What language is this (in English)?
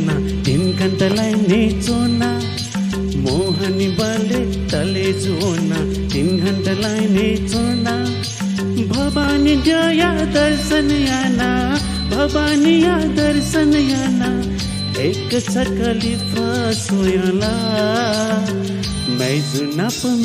Newari